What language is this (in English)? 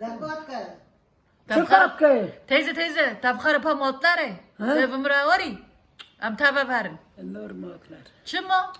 Kurdish